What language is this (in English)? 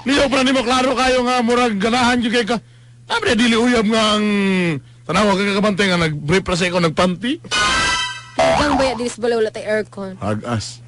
Cebuano